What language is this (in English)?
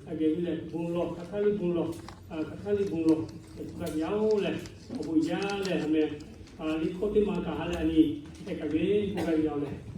Lahu